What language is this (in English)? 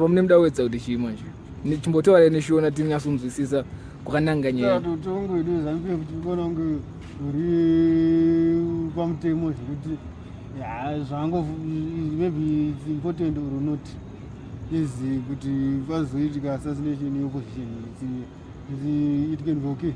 Shona